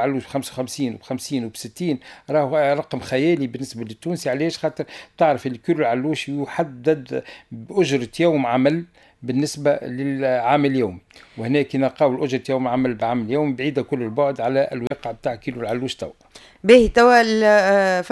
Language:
Tunisian Arabic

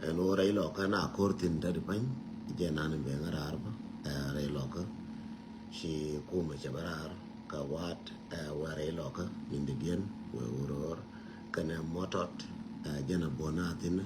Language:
Nuer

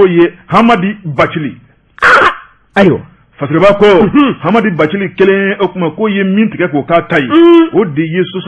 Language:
Bambara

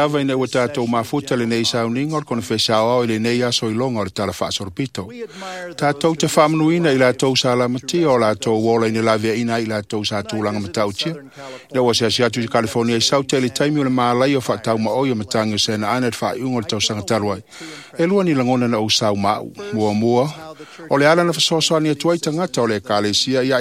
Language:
Samoan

